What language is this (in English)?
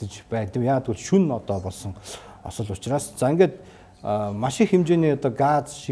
Mongolian